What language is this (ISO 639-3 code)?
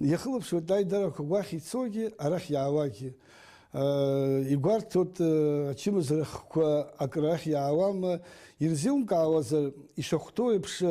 abk